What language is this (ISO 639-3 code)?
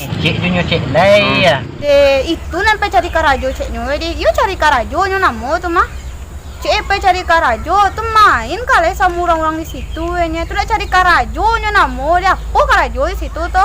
min